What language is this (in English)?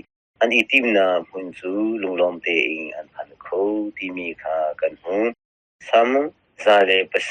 Hakha Chin